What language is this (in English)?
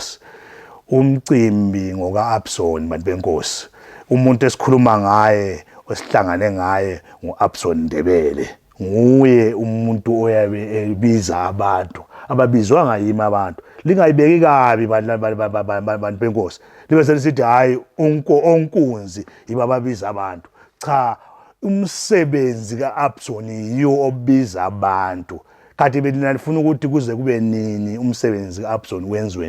Zulu